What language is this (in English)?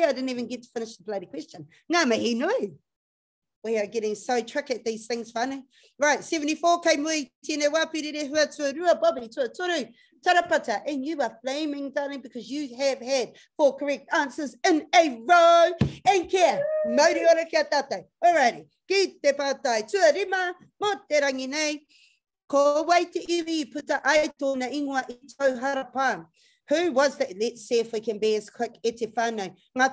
Māori